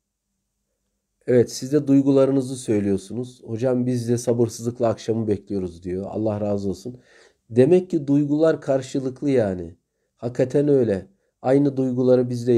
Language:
Turkish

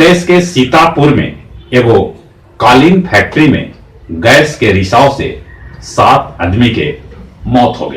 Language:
Magahi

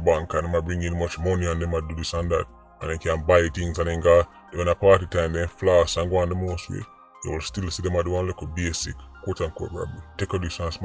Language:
Jamaican Creole English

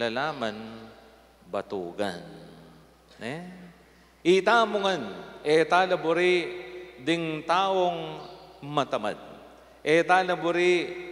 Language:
Pampanga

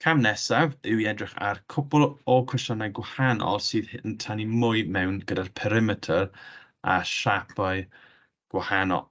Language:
Welsh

